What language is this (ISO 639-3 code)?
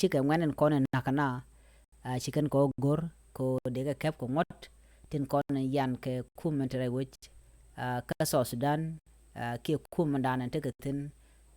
nus